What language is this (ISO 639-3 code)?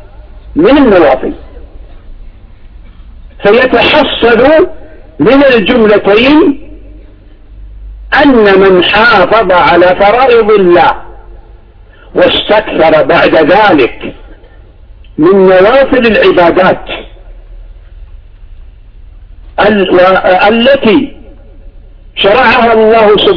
ara